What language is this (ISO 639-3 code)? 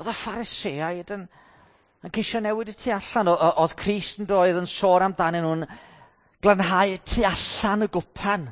cym